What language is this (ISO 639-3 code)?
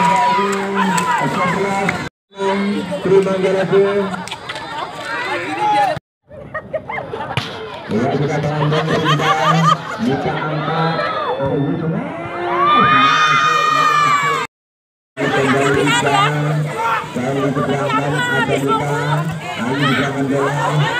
ind